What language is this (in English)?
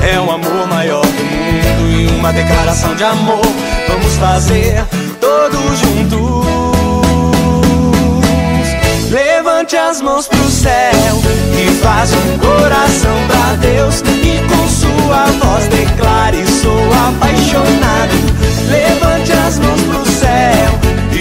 Portuguese